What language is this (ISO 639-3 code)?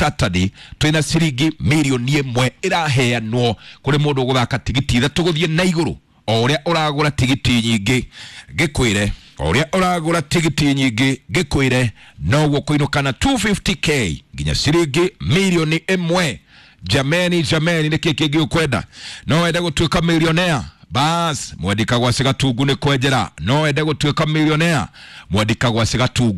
kik